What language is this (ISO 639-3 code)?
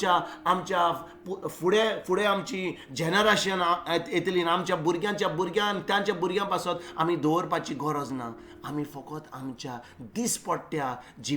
kok